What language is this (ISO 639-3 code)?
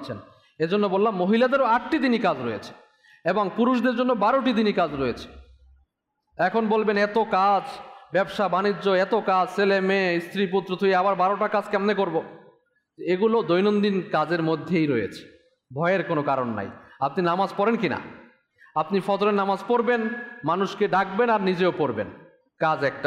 ben